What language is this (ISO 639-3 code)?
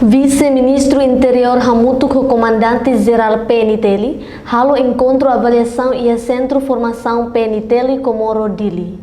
tet